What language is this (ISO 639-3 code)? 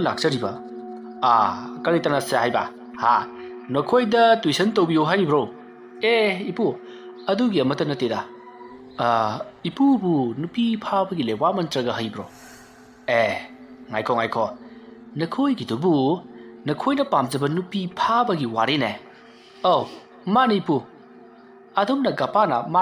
mni